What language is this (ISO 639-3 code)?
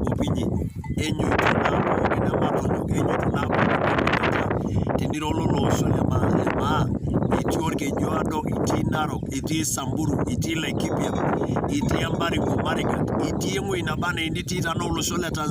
mas